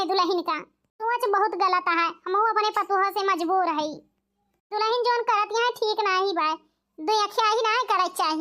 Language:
Awadhi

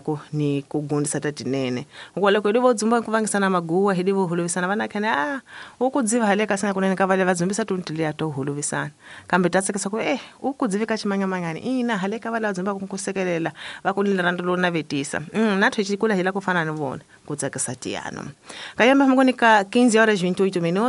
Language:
Tsonga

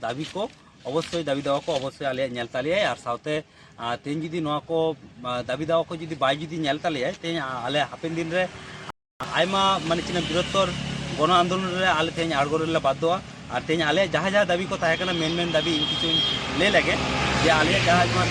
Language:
Santali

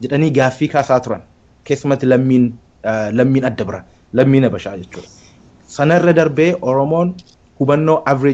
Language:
Oromo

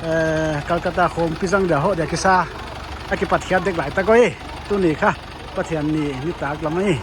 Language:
Paite Chin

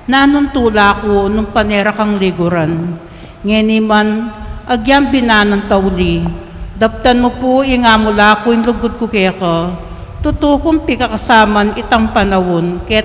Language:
Pampanga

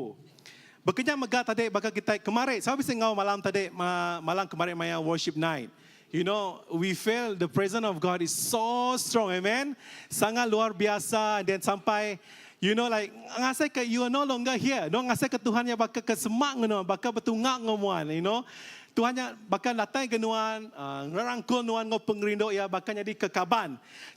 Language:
Iban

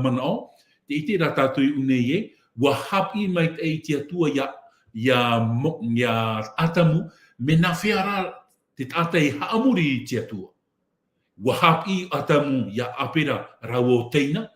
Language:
Tahitian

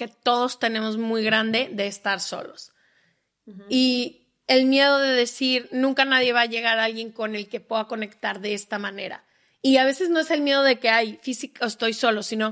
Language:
Spanish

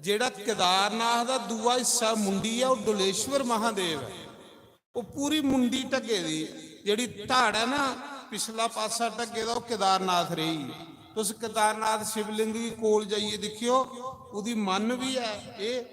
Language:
Dogri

